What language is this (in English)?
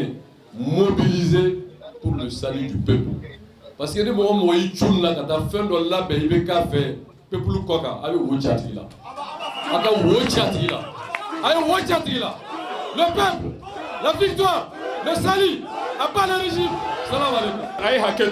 Bambara